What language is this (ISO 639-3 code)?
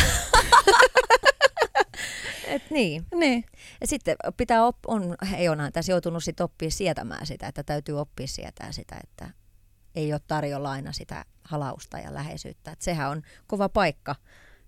fin